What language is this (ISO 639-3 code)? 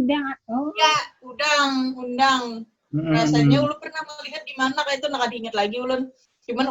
bjn